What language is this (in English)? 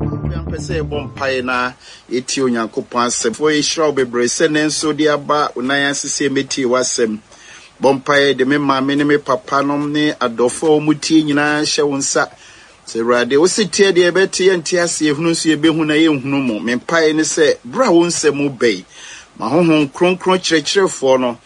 Akan